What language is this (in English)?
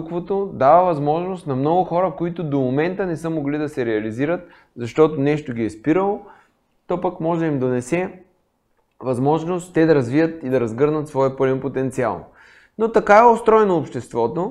Bulgarian